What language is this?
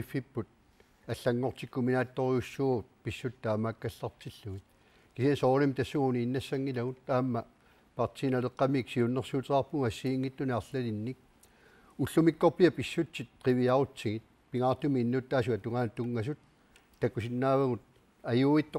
Kalaallisut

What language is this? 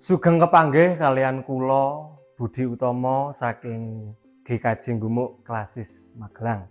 Javanese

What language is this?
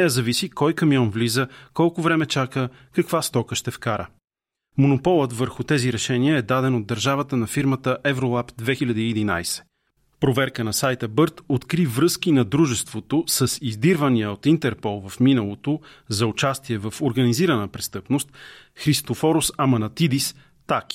Bulgarian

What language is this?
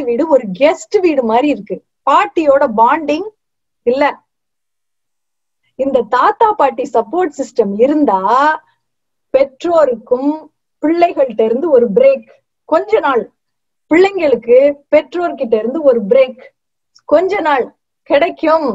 Tamil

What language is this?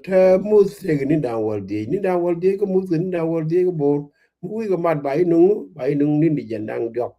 Nuer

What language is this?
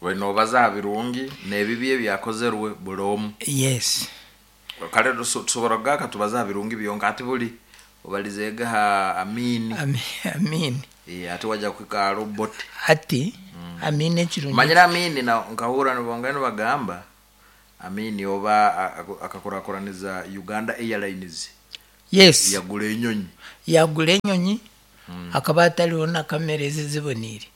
Nyankole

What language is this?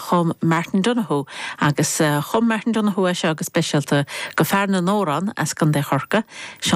Irish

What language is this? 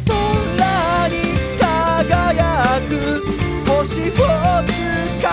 Japanese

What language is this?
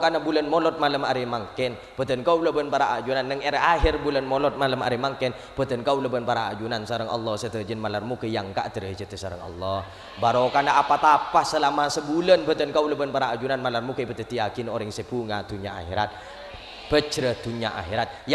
Madurese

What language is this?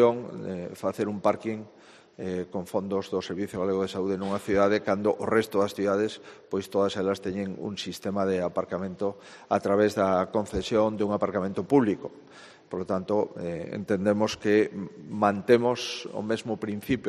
Galician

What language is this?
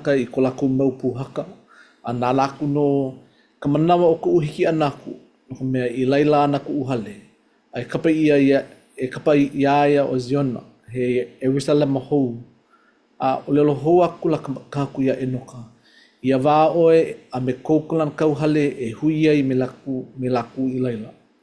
Hawaiian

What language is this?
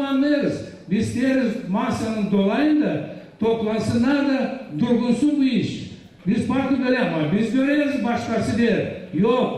Gagauz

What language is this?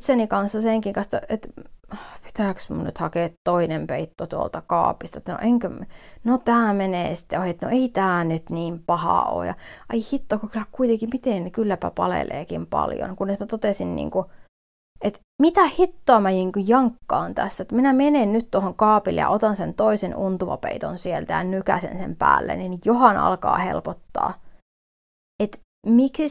Finnish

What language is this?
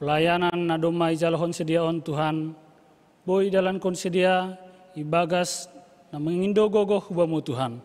Batak Simalungun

